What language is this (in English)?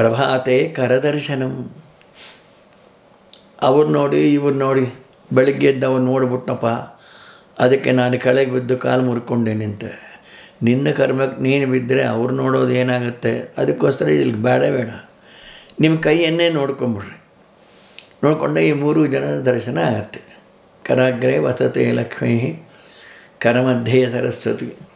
Kannada